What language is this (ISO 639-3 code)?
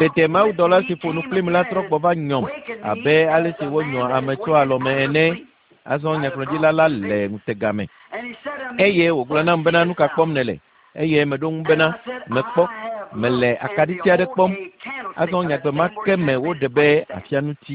ewe